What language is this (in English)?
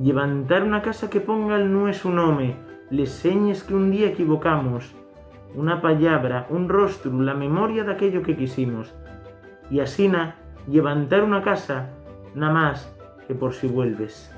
Asturian